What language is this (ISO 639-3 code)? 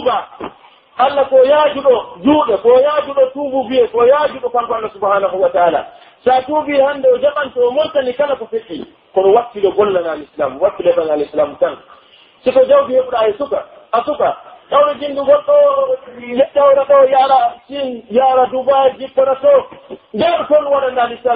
fuf